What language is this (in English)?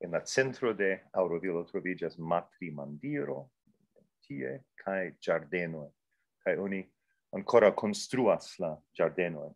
Esperanto